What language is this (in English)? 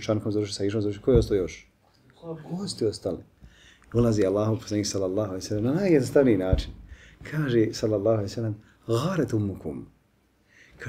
Bosnian